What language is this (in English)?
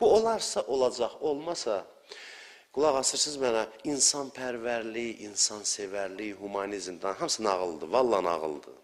Azerbaijani